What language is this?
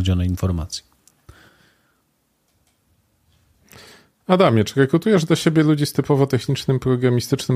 Polish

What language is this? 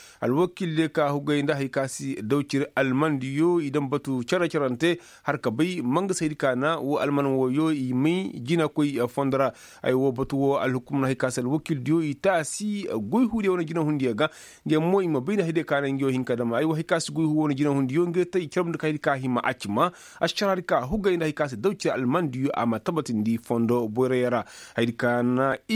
Koyraboro Senni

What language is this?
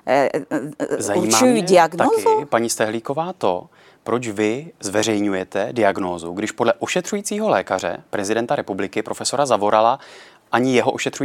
Czech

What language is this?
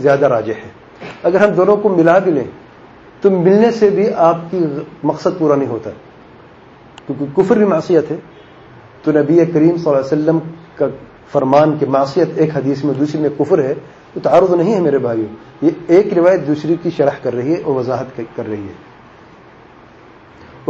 Urdu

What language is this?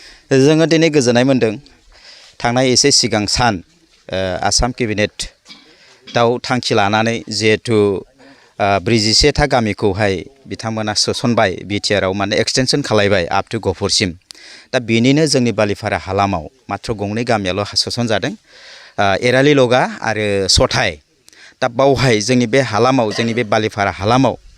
Bodo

